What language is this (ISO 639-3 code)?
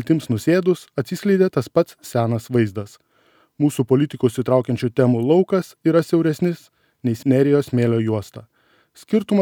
lit